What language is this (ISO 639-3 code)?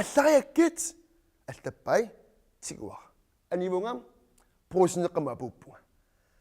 kal